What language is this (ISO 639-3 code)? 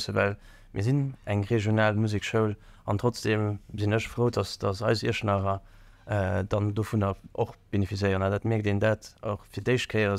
ltz